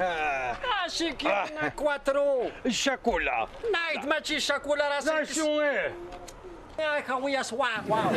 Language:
Kabyle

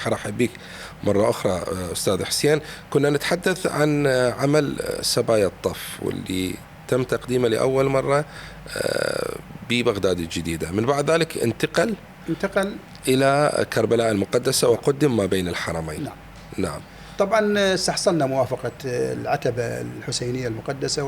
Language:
Mesopotamian Arabic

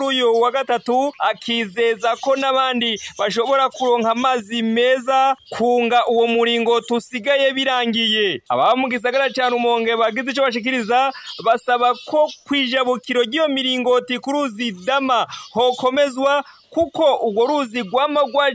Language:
Rundi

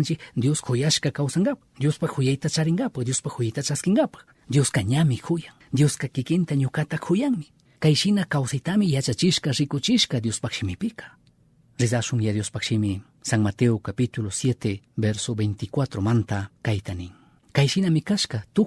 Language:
Chimborazo Highland Quichua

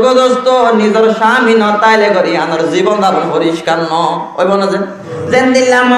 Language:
Rohingya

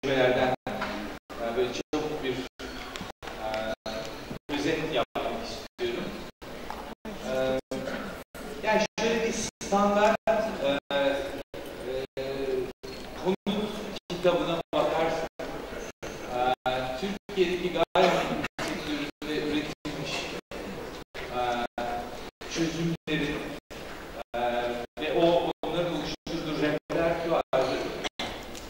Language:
Turkish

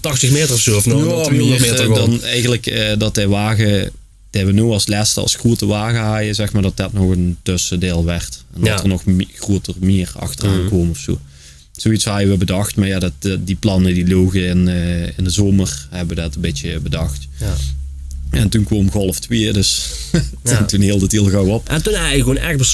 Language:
Limburgish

